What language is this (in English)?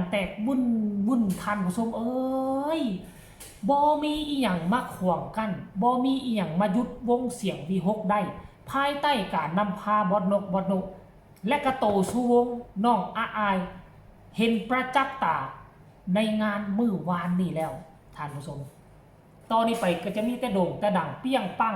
Northeastern Thai